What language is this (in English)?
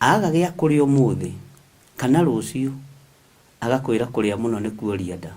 Kikuyu